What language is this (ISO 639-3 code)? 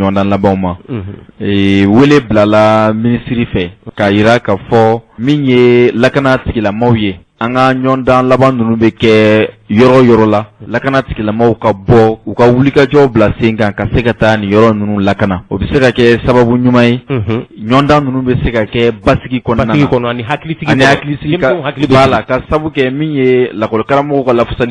bam